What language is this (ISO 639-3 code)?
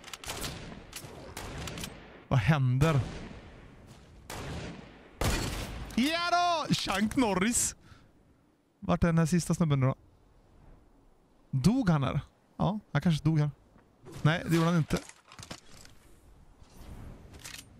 swe